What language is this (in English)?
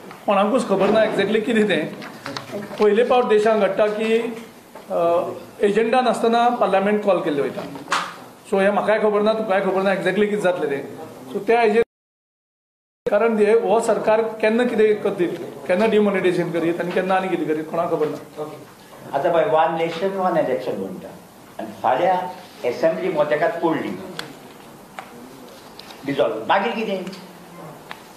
Konkani